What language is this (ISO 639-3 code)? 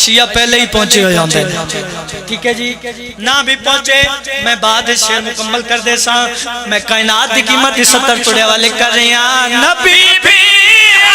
phr